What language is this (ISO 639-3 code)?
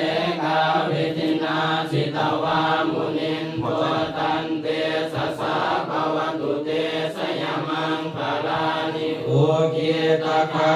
pli